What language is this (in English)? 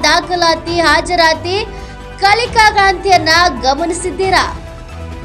Kannada